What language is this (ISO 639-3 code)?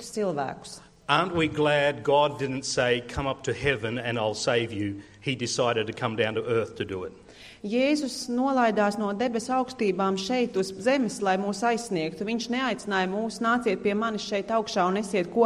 lav